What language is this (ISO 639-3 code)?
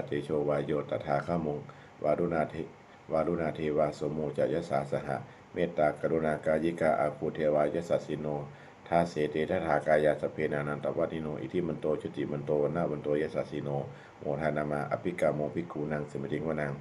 pli